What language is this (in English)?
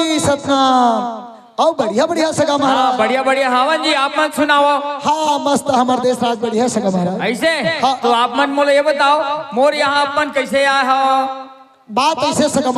Chhattisgarhi